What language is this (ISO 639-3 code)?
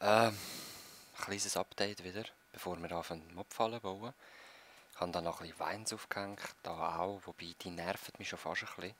gsw